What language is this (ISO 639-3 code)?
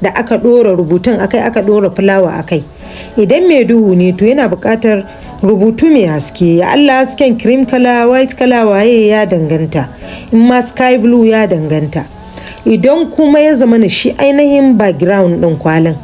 hau